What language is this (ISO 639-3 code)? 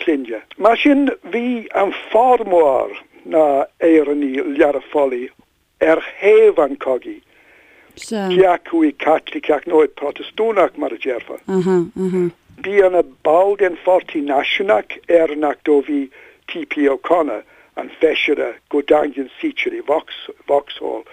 gle